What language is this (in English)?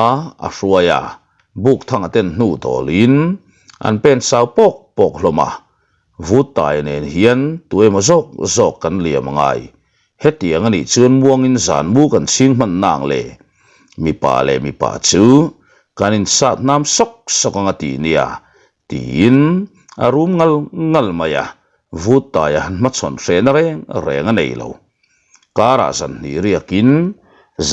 Mizo